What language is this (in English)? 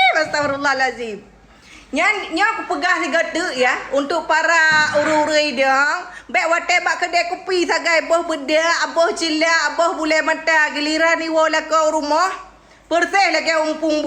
Achinese